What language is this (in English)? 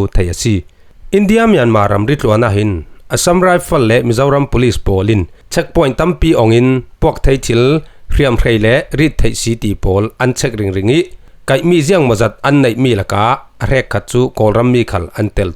Falam Chin